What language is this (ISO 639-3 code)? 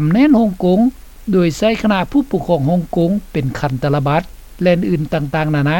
lao